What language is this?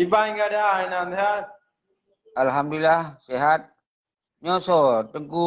Achinese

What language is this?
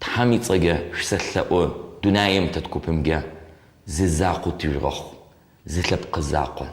Adyghe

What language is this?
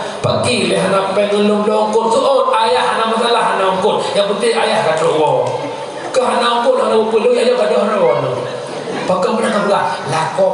Achinese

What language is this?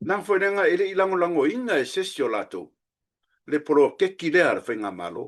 Samoan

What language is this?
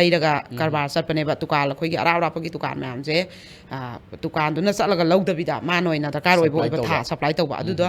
Manipuri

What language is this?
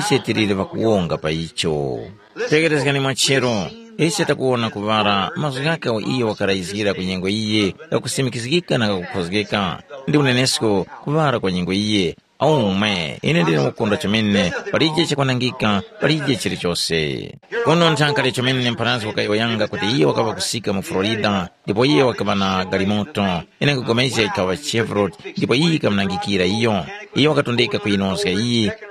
Tumbuka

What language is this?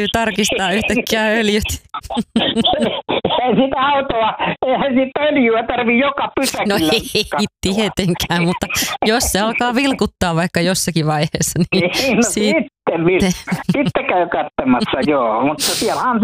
Finnish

